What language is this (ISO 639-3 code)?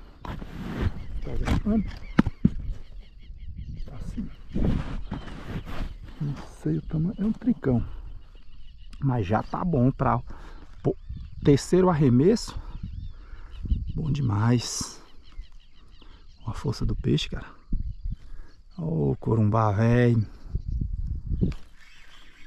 por